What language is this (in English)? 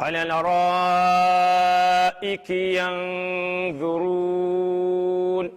Fula